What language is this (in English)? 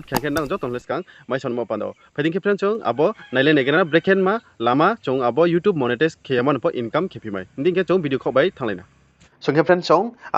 Riang (India)